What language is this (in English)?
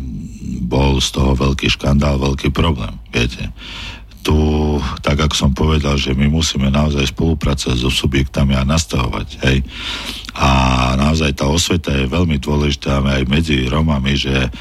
Slovak